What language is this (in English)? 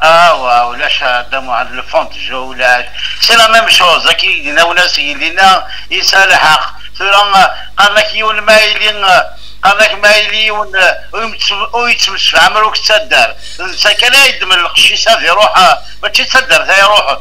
Kabyle